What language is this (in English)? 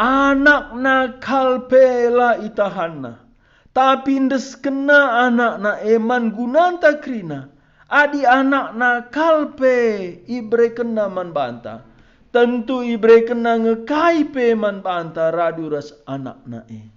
Batak Karo